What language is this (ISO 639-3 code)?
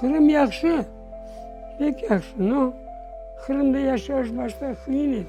crh